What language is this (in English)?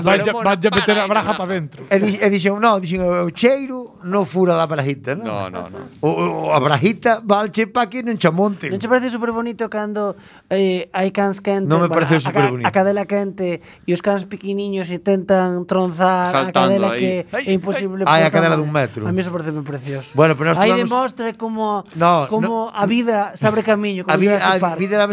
Galician